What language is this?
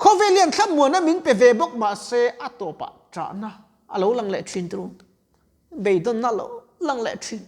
Mizo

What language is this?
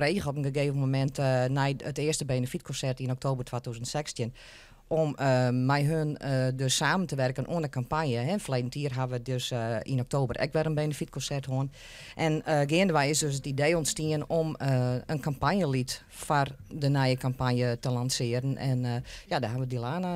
Western Frisian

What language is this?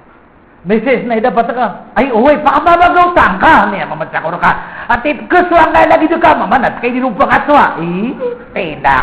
Maranao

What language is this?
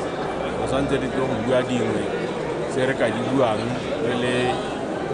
Tswana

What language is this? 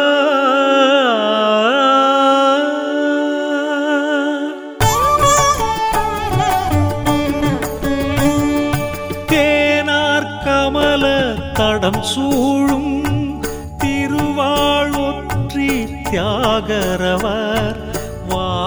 Tamil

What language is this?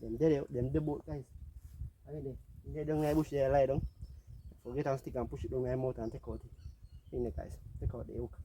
Jamaican Creole English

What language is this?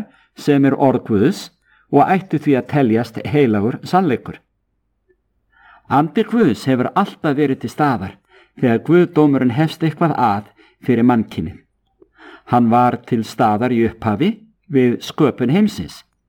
Icelandic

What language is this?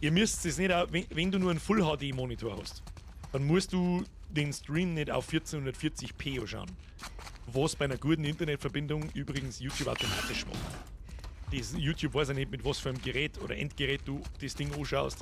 Bavarian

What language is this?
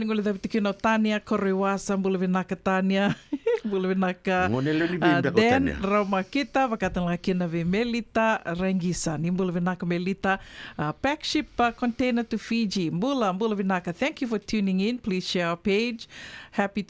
Fijian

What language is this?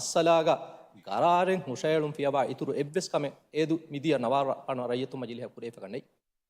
Divehi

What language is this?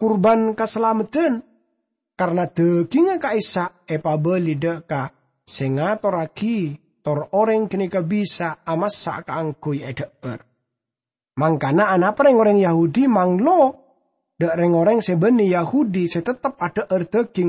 Madurese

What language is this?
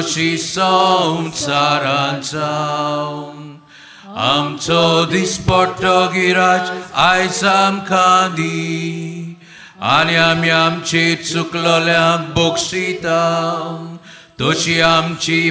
Konkani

